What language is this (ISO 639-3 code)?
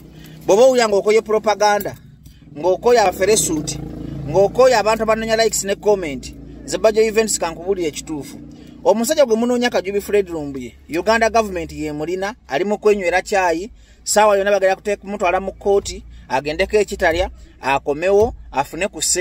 lug